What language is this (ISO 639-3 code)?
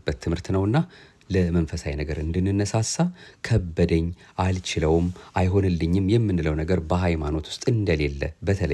amh